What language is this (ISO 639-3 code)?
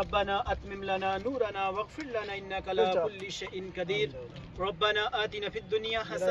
phr